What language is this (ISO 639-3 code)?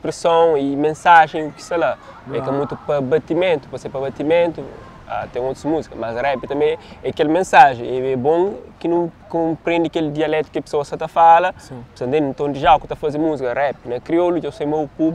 kea